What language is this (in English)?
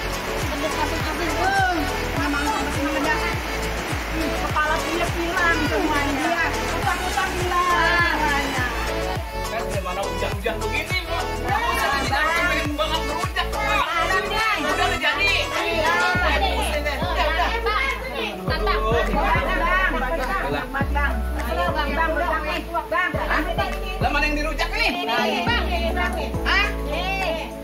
Betawi